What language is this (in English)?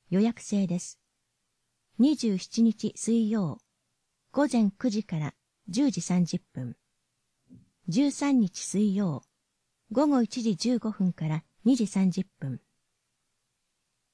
Japanese